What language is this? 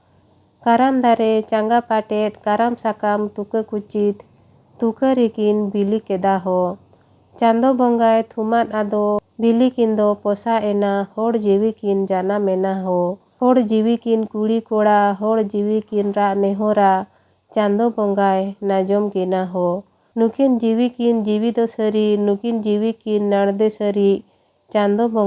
Santali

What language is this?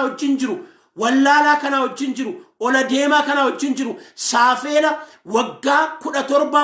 Oromo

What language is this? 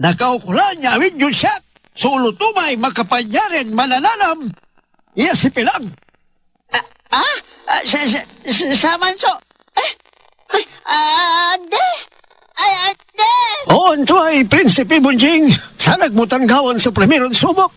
Pangasinan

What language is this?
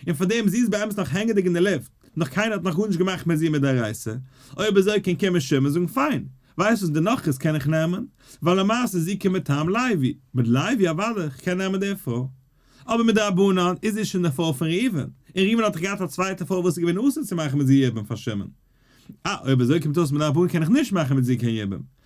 Yiddish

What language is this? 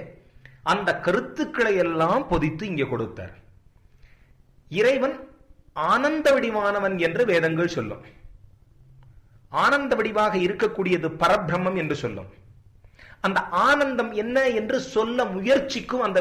Tamil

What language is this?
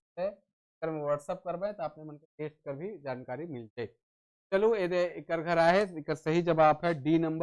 Sadri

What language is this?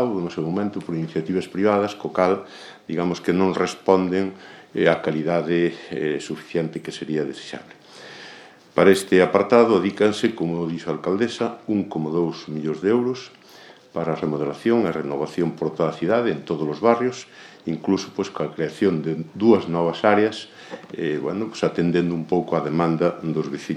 Galician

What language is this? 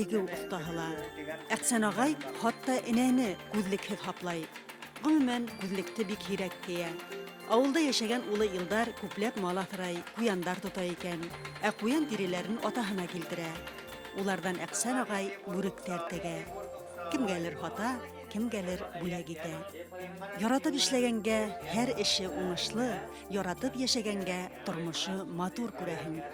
Bashkir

